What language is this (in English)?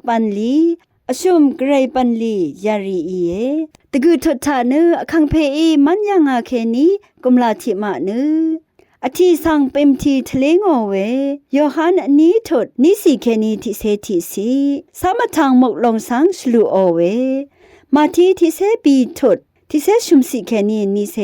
Rawang